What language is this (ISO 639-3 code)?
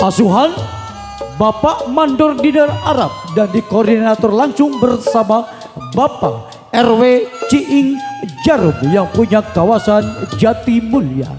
bew